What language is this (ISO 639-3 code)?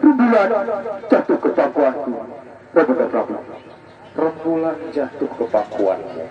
sas